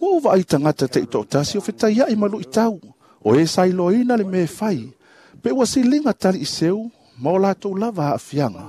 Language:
Samoan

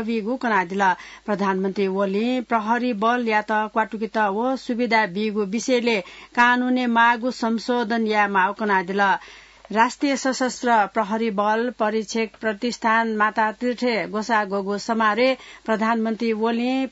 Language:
Newari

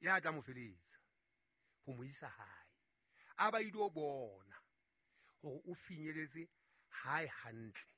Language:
Southern Sotho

